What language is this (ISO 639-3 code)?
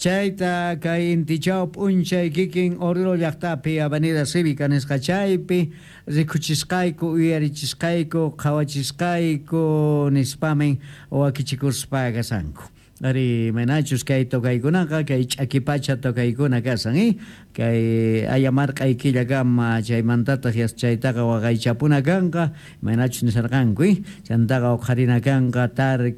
que